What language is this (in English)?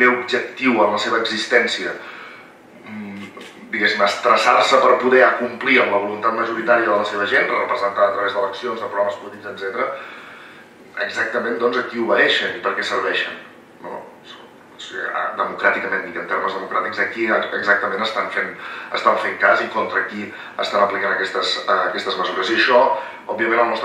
Catalan